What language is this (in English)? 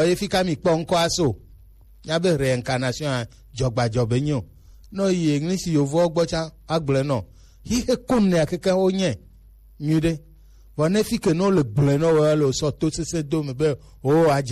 Gen